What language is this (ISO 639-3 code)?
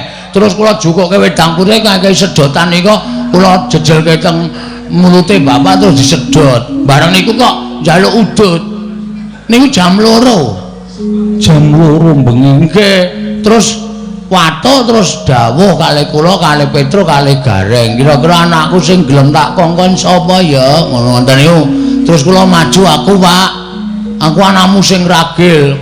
jav